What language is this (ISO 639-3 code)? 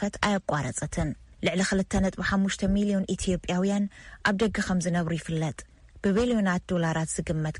tir